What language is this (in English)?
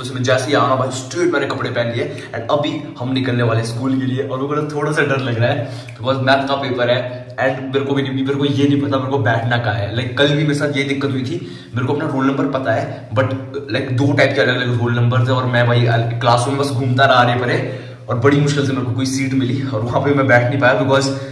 Hindi